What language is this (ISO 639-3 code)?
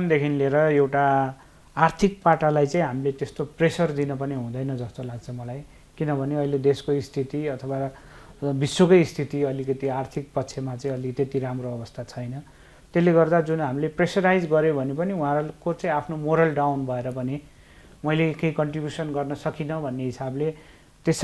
nep